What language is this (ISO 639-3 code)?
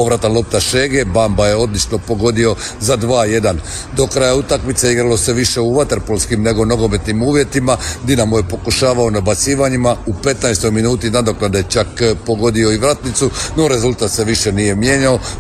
hrv